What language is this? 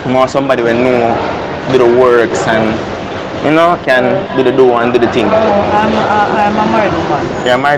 Jamaican Creole English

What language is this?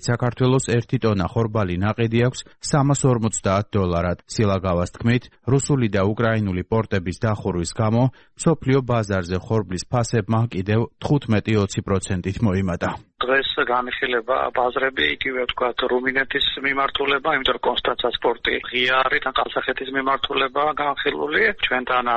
Georgian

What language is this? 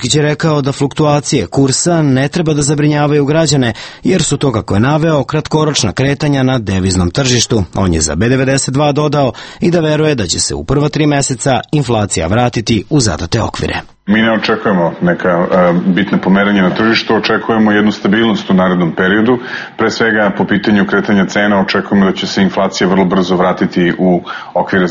Serbian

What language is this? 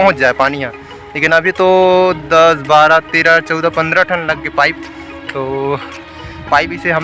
Chhattisgarhi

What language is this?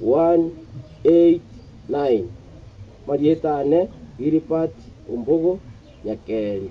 Gusii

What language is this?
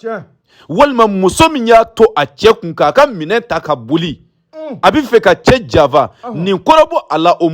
Bambara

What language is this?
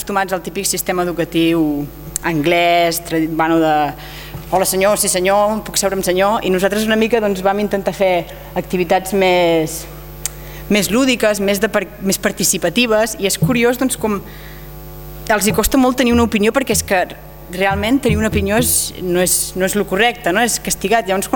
Catalan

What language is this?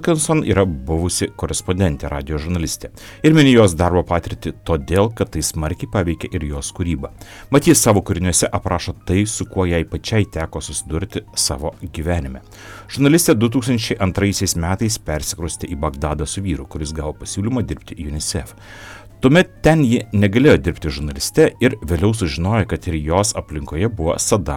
Lithuanian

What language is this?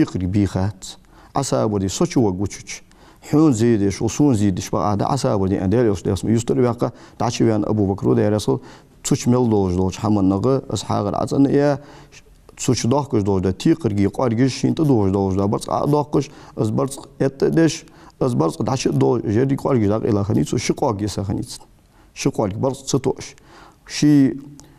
Ingush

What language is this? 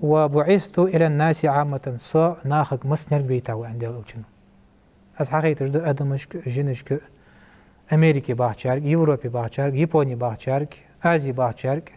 Ingush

